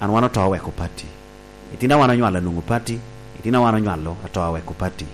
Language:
Lango (Uganda)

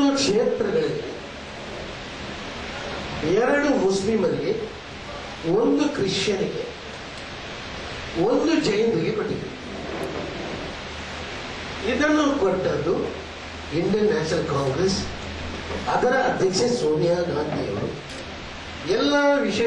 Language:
Kannada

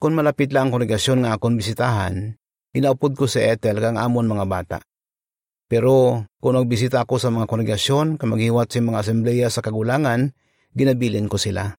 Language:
Hiligaynon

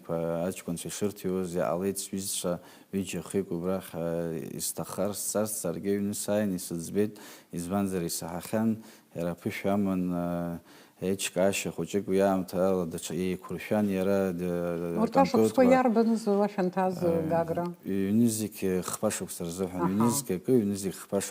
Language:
Abkhazian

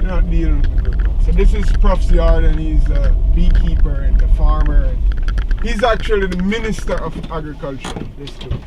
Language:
Jamaican Creole English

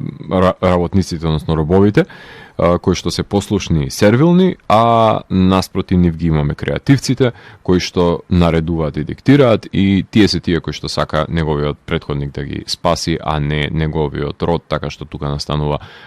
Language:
Macedonian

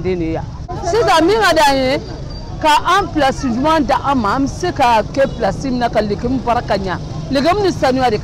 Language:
Bambara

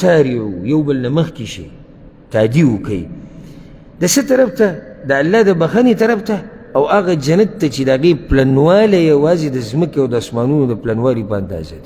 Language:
Pashto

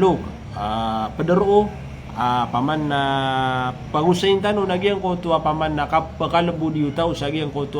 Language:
Maranao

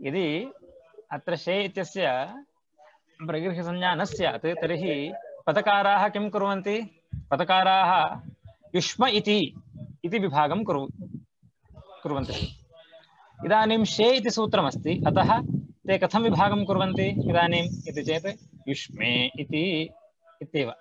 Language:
Sanskrit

